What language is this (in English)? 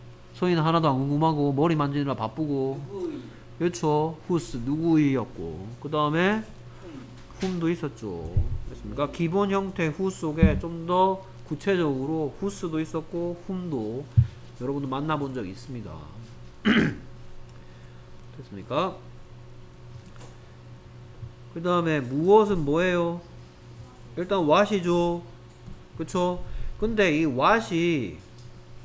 Korean